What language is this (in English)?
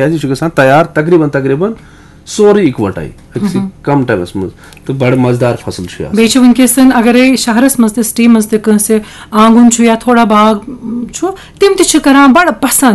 Kashmiri